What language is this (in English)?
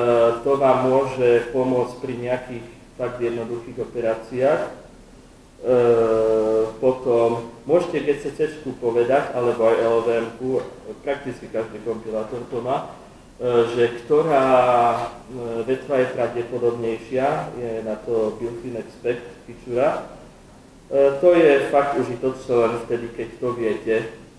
Slovak